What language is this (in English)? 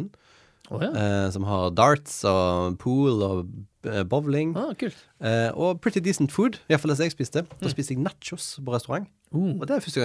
Norwegian